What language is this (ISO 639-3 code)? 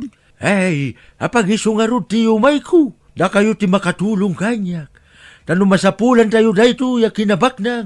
ilo